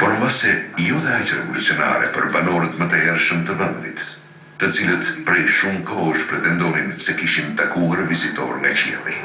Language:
Albanian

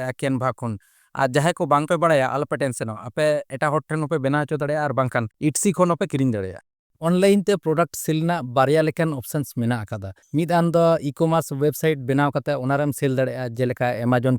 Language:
Santali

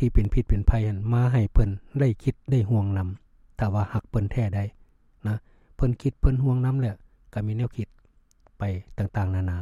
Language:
Lao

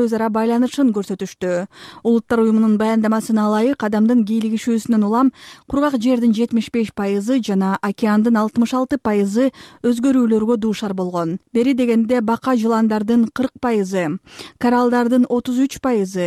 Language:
Kyrgyz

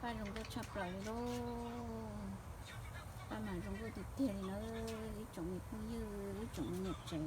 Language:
Hmong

